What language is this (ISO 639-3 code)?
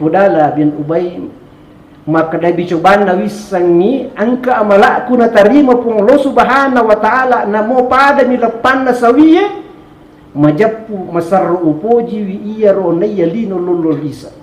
bug